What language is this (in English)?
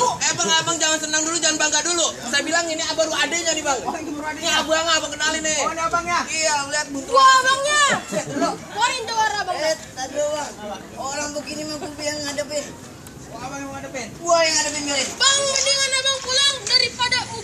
Betawi